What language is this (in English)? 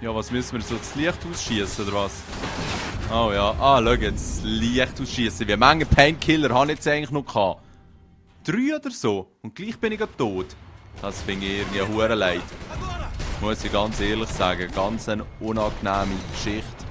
Swiss German